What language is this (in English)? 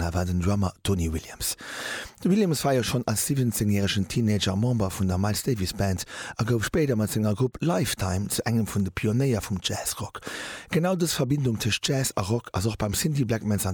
Luxembourgish